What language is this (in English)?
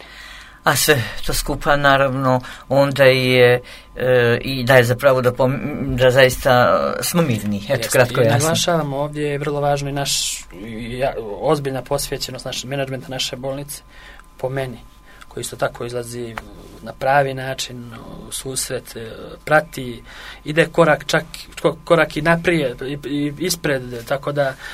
Croatian